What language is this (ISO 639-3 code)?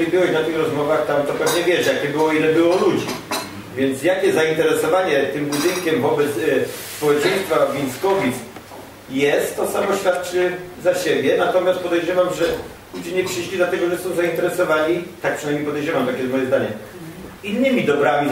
pol